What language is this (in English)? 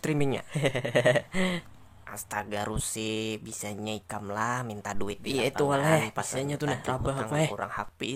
Banjar